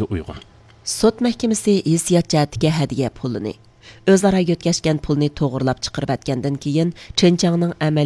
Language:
Uyghur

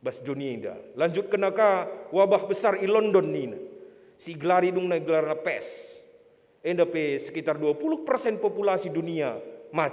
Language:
Batak Karo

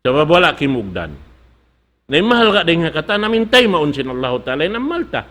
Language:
Tausug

